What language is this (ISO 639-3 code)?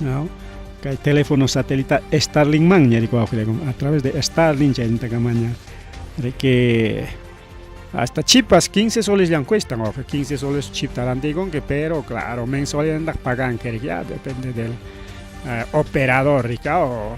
quy